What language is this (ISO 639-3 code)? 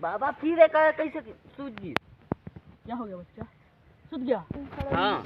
hne